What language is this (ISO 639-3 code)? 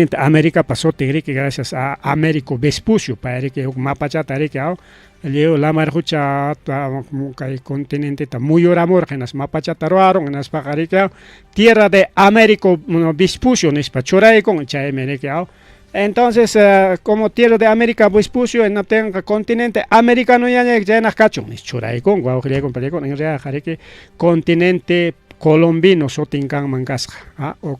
quy